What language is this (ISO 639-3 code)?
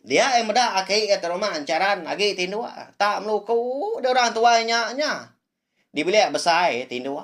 iba